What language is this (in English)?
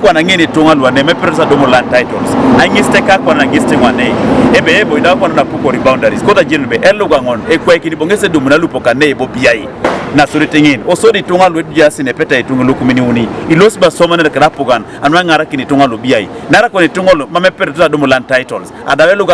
Teso